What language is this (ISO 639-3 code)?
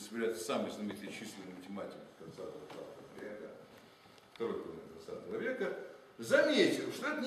rus